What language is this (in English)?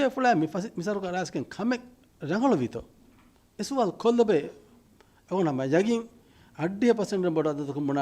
Divehi